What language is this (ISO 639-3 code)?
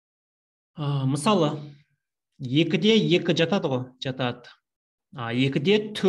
kaz